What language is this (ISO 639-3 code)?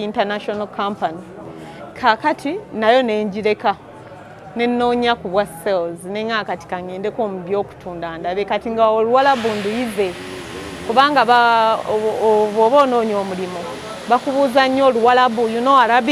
lug